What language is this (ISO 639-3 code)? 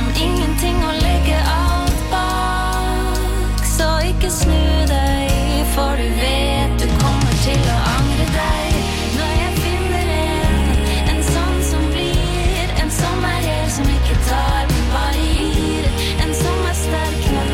nor